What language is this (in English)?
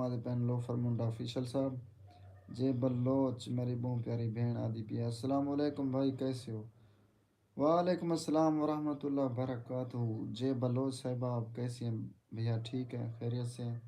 Saraiki